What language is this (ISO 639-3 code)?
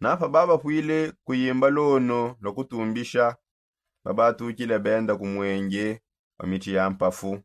sop